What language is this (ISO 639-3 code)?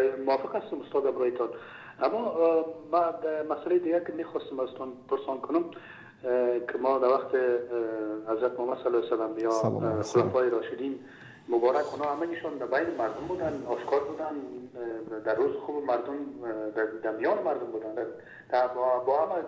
fas